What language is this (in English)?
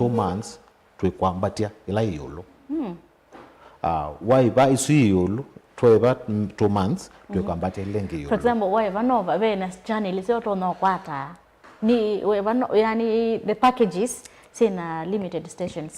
Kamba